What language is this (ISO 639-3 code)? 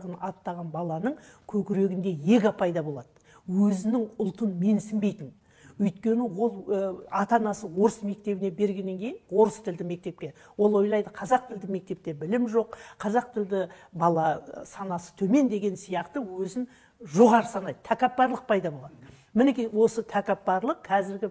kaz